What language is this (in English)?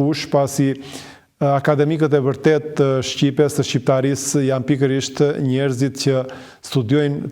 Albanian